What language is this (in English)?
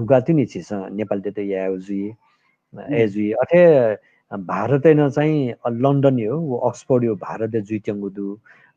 Newari